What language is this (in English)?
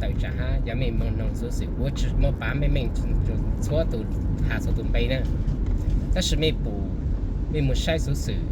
Hmong